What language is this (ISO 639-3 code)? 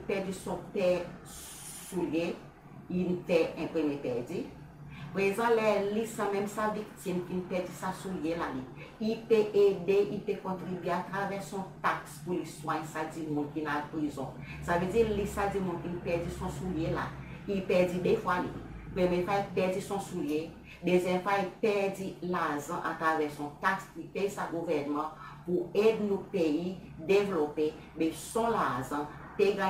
crs